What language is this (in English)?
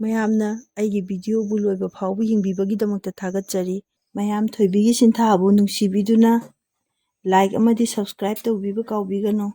Manipuri